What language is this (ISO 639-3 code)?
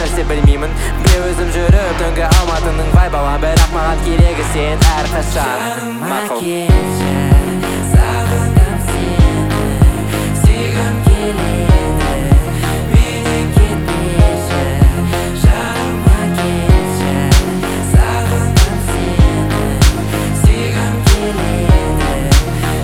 kaz